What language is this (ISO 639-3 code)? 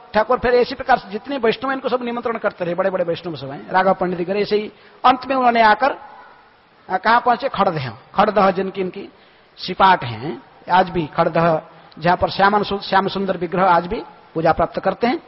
hin